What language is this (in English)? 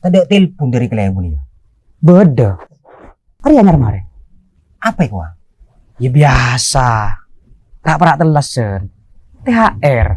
Madurese